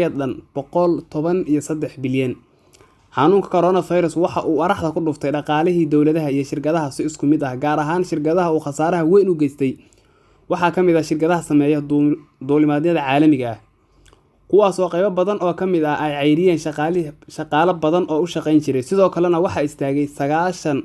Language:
Somali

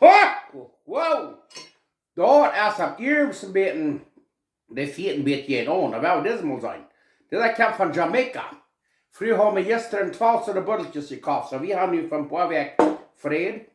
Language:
Plautdietsch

